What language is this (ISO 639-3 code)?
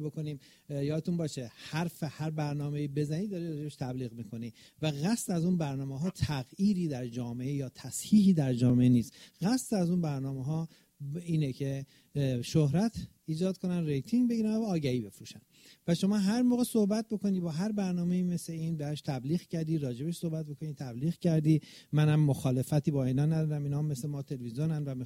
fas